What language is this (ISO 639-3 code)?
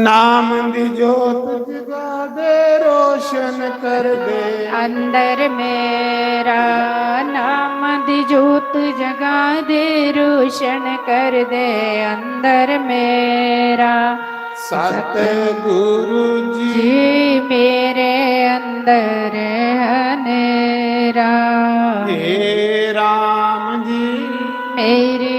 doi